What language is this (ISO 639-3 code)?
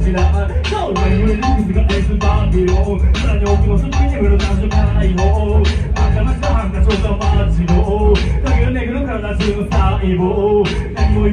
jpn